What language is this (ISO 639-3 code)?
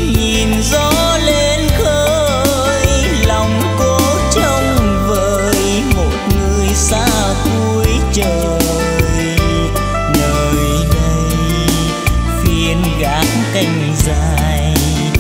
vie